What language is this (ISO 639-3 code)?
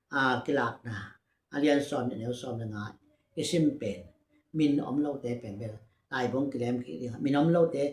ctd